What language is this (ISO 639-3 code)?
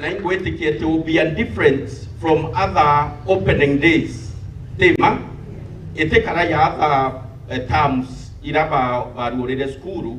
mer